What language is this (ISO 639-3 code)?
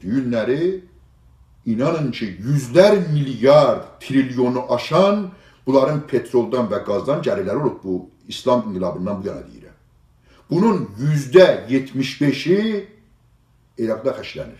azb